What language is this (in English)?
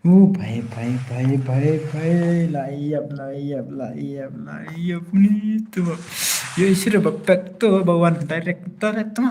Khasi